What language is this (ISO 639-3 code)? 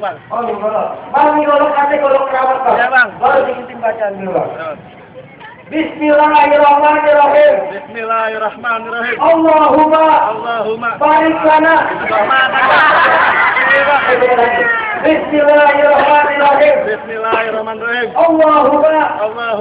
bew